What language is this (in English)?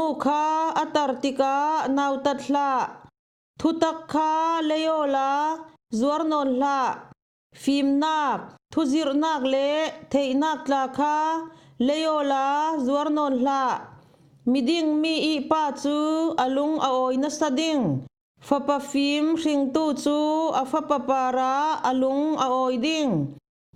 Falam Chin